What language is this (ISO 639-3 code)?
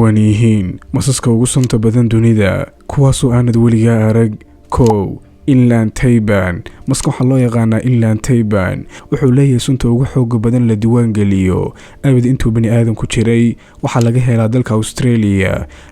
som